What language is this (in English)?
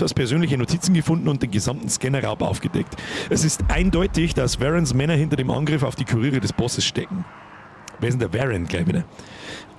Bavarian